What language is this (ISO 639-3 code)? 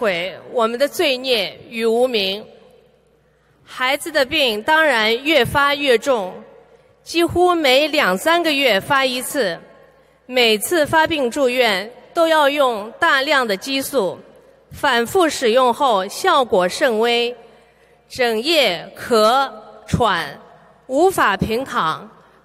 zho